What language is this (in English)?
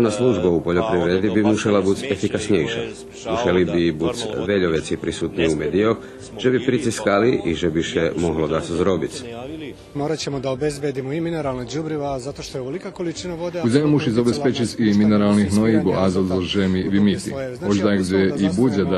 Rusyn